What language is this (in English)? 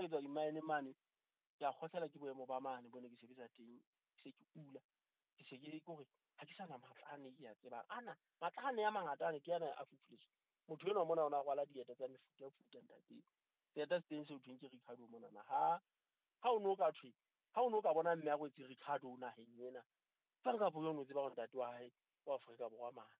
Southern Sotho